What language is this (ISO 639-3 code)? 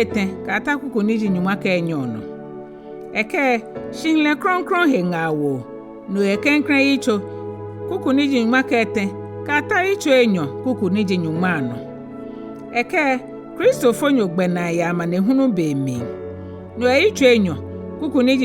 gaa